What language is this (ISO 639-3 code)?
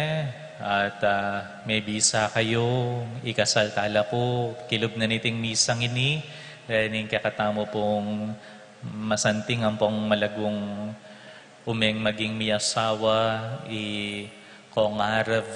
pam